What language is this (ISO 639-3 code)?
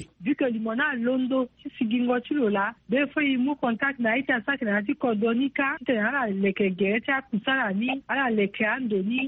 sag